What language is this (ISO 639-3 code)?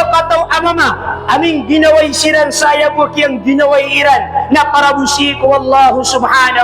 mrw